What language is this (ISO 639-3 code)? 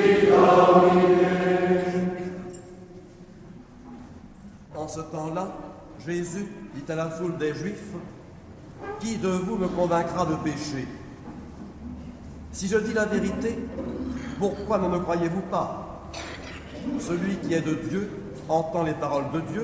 fra